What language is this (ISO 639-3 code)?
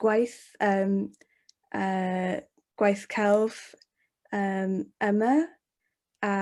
cym